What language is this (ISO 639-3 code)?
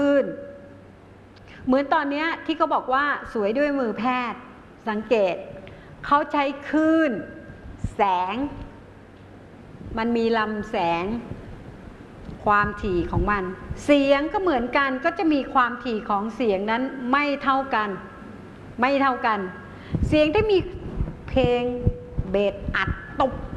tha